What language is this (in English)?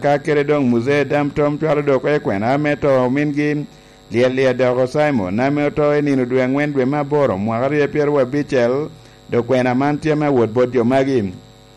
Lango (Uganda)